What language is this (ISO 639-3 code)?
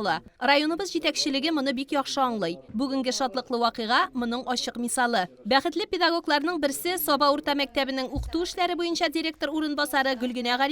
tat